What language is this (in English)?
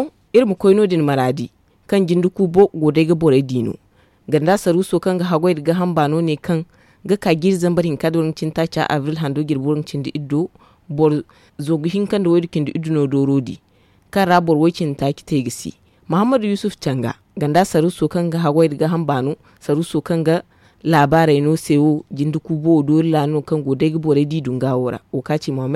Zarma